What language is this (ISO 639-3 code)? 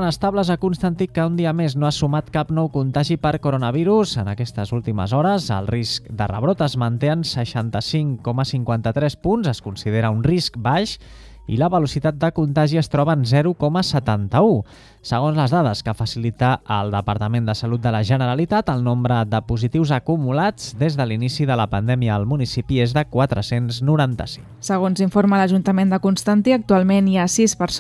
cat